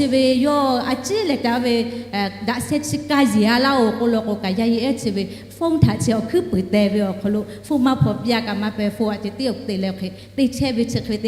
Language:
Lahu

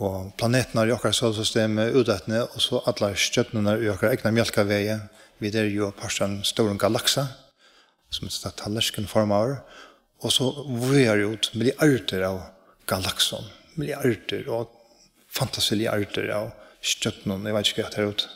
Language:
Faroese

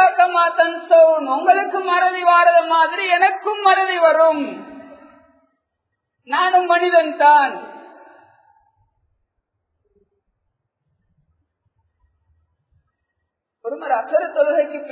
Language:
Tamil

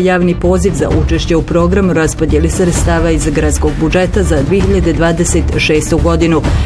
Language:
Bosnian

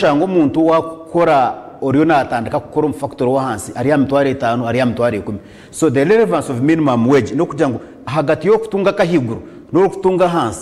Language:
Nyankole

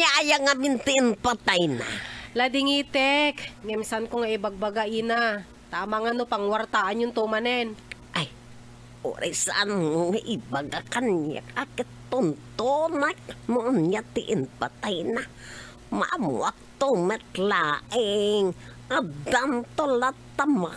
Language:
Iloko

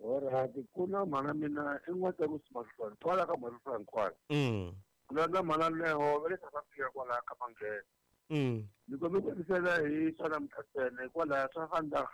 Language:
Tsonga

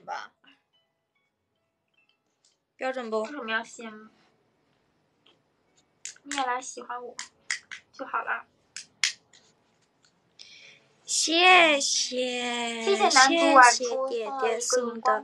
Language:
Chinese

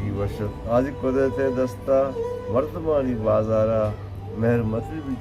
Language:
Baluchi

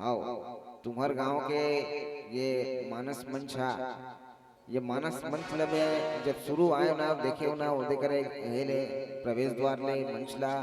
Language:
Chhattisgarhi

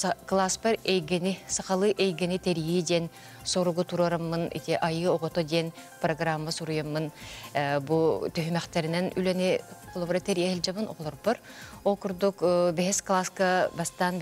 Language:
Yakut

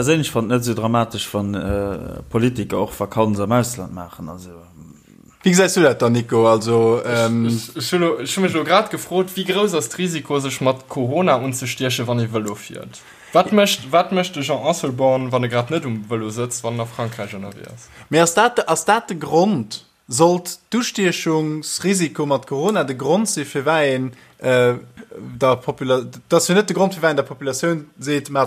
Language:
Luxembourgish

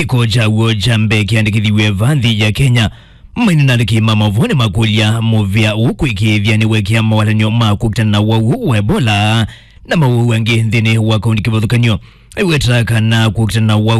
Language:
Kamba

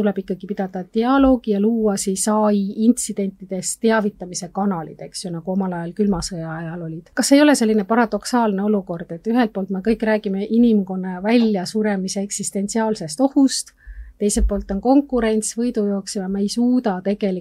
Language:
Estonian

